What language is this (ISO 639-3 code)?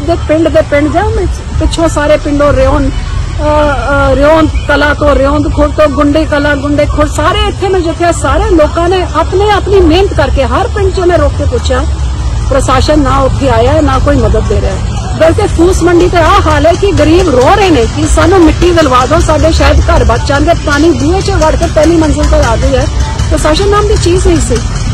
pan